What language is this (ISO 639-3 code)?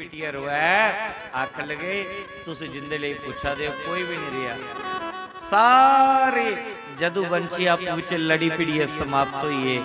doi